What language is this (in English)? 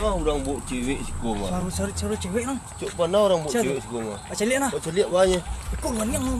Minangkabau